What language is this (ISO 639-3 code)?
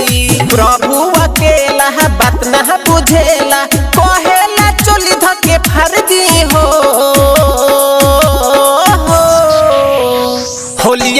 bho